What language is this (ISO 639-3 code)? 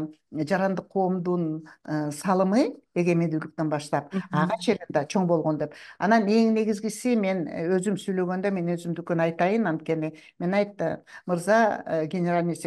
kir